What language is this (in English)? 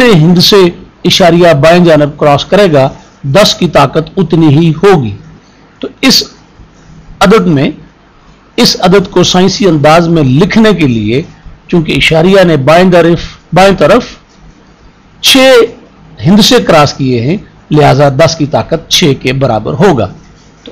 Urdu